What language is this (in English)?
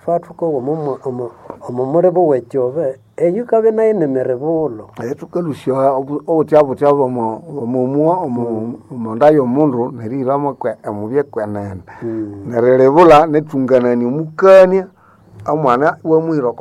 Nande